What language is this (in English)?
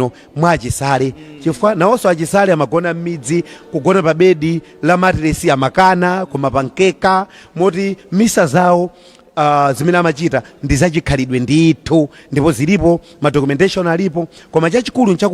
Nyanja